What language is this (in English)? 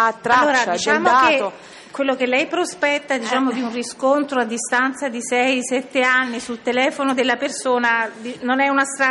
Italian